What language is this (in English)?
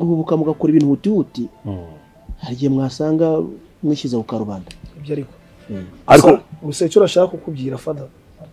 Kinyarwanda